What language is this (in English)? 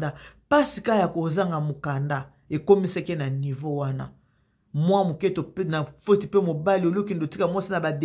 Lingala